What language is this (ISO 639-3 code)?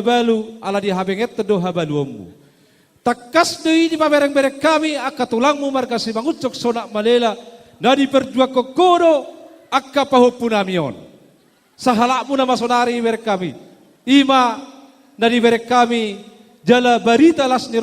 bbc